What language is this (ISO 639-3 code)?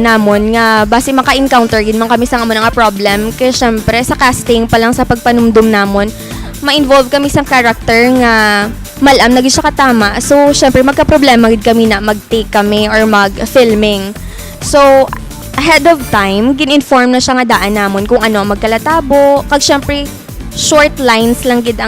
hil